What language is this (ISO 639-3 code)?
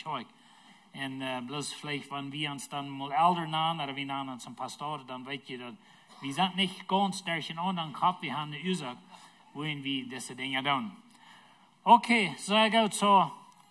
pdt